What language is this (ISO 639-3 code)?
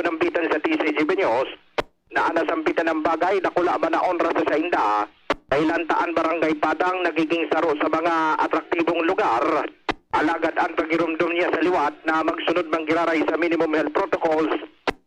bik